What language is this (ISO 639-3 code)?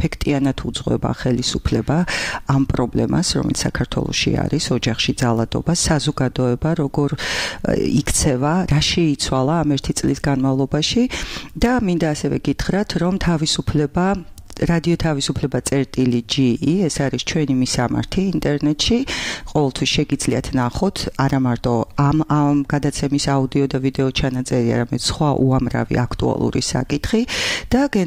kat